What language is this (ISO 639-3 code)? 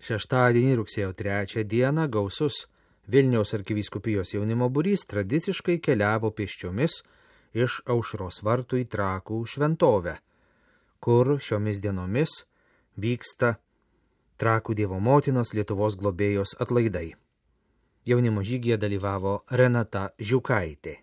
lit